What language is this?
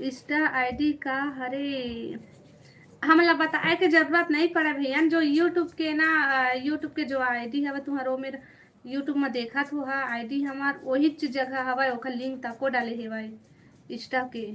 Chhattisgarhi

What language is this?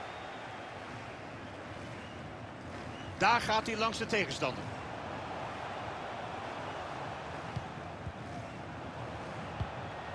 Dutch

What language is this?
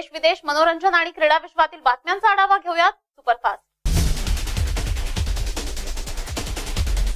Marathi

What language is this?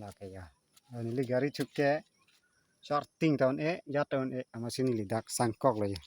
Karbi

